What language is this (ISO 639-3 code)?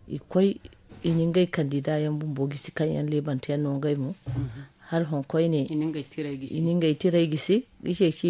dje